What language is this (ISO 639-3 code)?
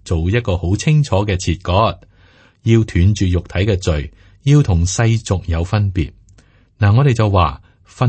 yue